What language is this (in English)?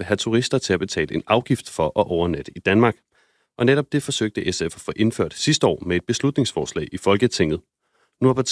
Danish